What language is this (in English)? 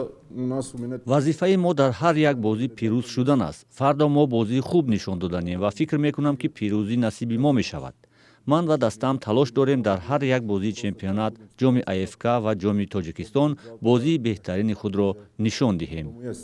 Tajik